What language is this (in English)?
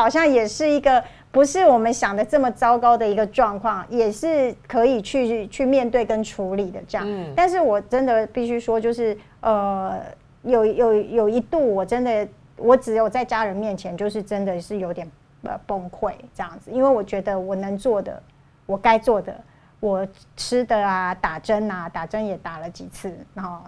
Chinese